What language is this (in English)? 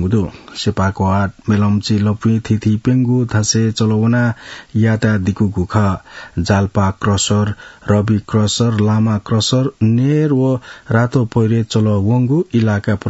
Newari